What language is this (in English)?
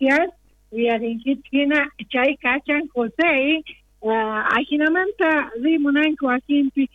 South Bolivian Quechua